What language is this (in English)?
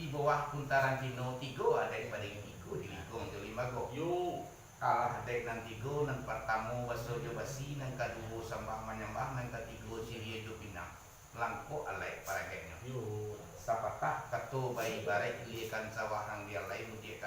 Minangkabau